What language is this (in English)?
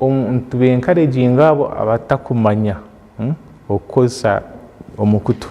Nyankole